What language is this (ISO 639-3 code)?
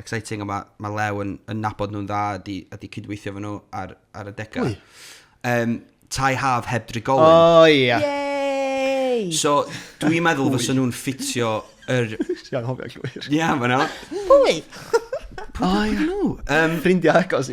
cym